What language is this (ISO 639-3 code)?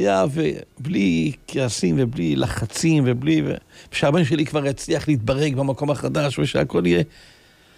heb